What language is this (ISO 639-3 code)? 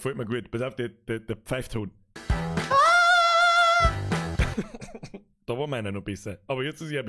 bar